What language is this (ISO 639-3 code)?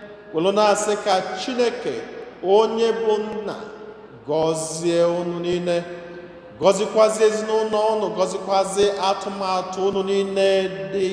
ibo